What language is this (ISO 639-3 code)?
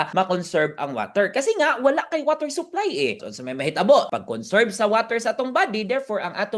ceb